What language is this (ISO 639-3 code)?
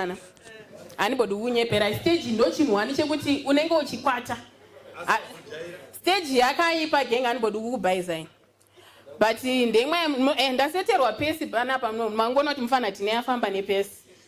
sna